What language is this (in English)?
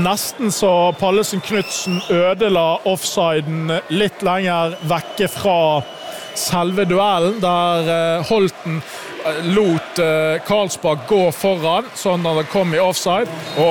Norwegian